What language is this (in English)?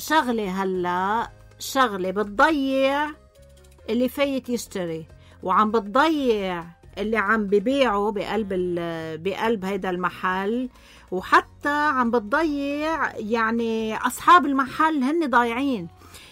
North Levantine Arabic